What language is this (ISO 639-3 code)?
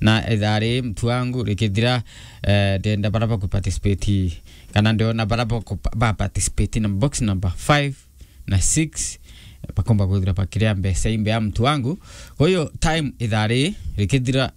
mer